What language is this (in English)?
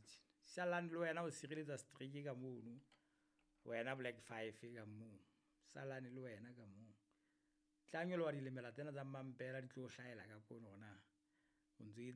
Southern Sotho